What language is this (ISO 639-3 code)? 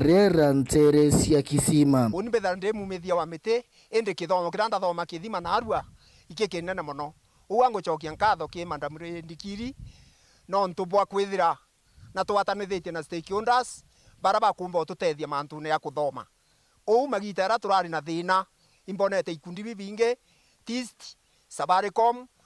mer